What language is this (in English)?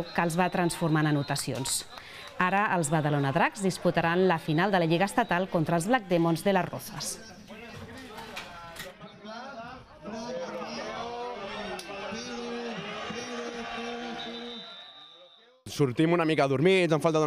Catalan